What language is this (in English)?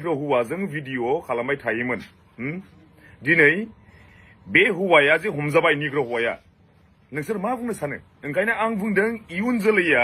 Bodo